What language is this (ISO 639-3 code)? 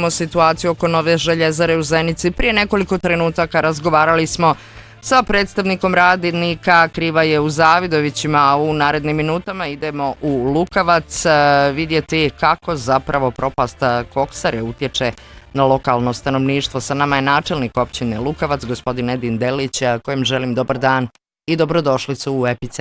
bos